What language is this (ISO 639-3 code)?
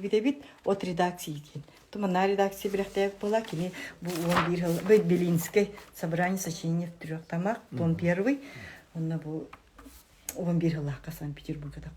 sah